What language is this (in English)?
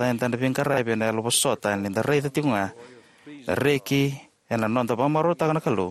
Fijian